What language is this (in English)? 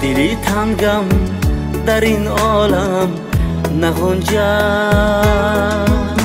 Tajik